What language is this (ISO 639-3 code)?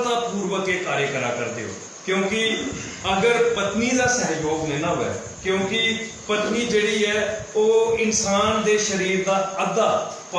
doi